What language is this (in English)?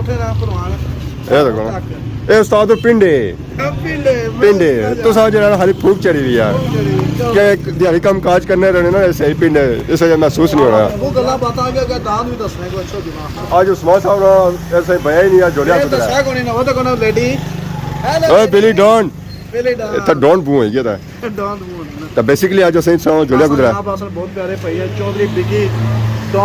Pahari-Potwari